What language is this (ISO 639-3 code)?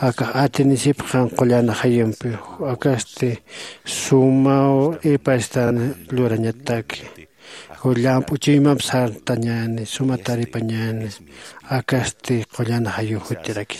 aym